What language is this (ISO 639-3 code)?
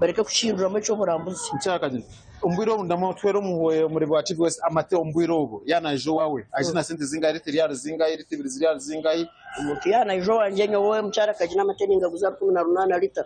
nyn